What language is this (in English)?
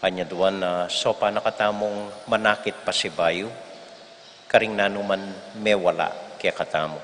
Pampanga